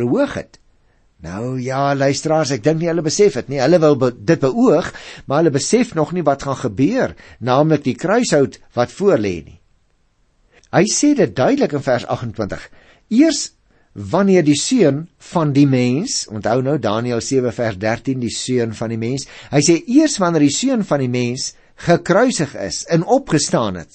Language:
Afrikaans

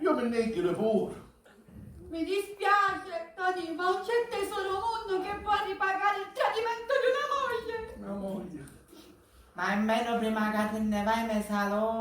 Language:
Sicilian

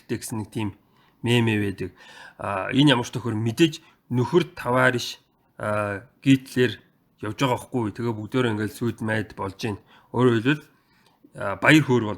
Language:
Mongolian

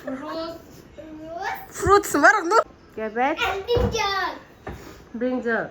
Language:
Kok Borok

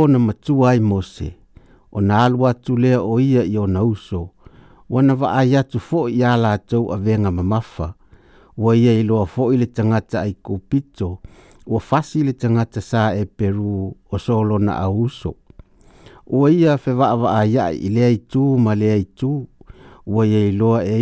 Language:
Samoan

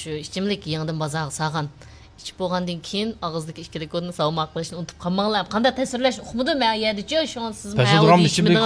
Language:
Uyghur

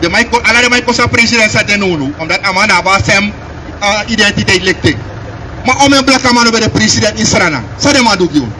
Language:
Sranan Tongo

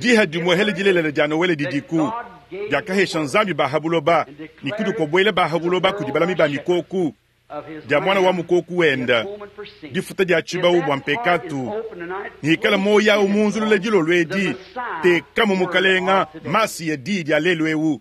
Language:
Luba-Lulua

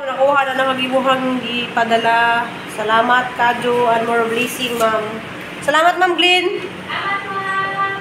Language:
Cebuano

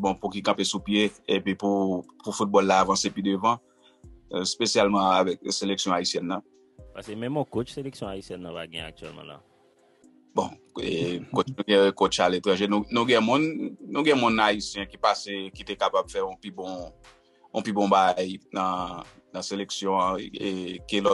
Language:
Haitian Creole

